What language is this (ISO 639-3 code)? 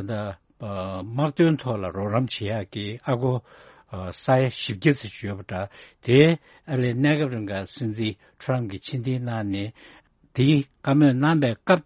bod